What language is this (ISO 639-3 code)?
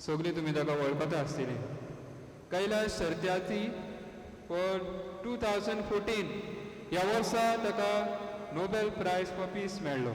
kok